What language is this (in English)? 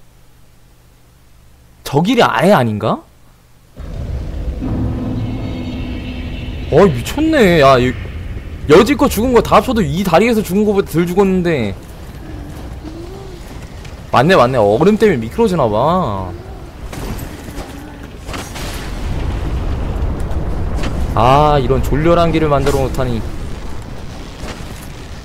Korean